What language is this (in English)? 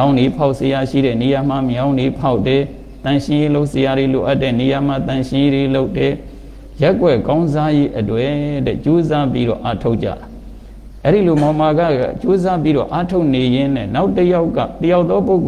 Burmese